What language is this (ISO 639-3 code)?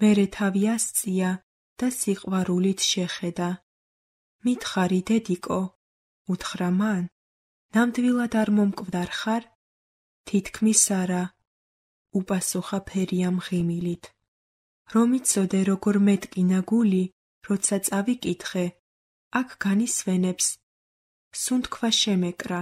kat